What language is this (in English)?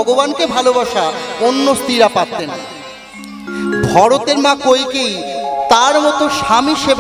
Bangla